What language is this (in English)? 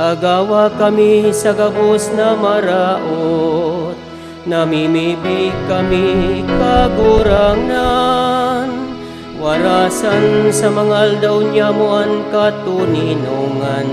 Bikol